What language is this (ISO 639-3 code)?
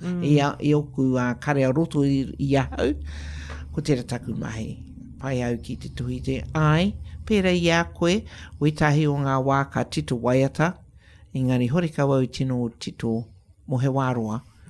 mri